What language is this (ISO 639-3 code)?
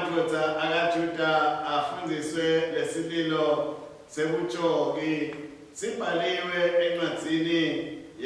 ssw